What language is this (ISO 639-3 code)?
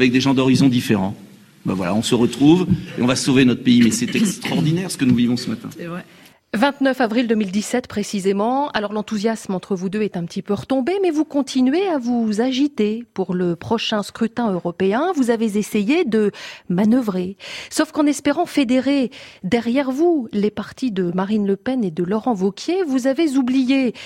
fra